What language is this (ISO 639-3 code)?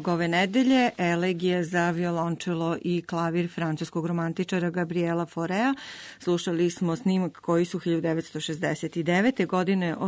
srp